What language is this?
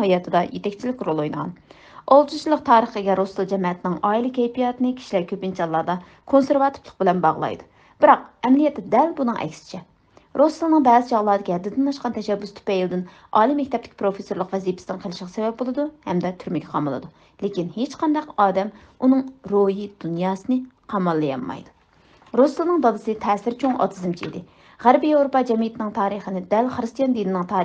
Uyghur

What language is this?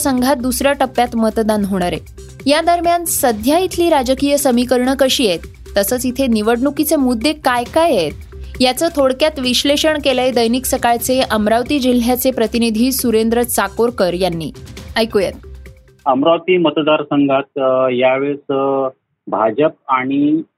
Marathi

